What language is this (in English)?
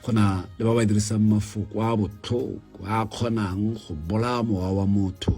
Tswana